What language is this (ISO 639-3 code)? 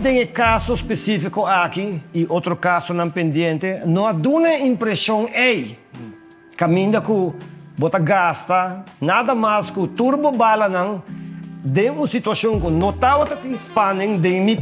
pap